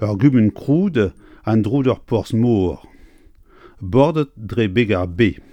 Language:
Breton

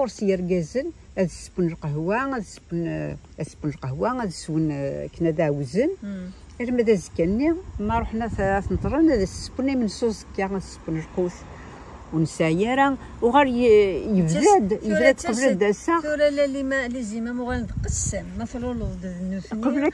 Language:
Kabyle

